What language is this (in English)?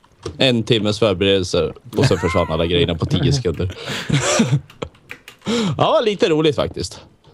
Swedish